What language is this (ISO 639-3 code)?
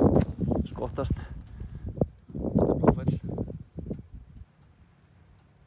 isl